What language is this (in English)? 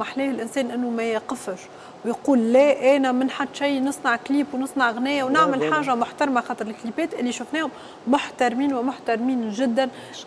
Tunisian Arabic